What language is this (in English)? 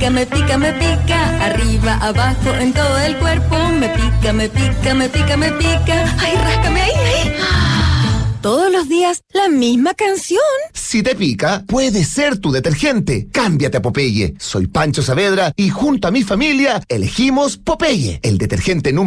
Spanish